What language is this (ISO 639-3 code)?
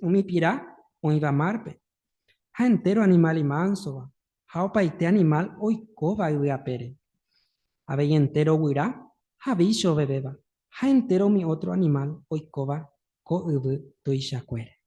grn